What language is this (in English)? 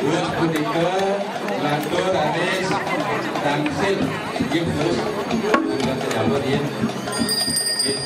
Balinese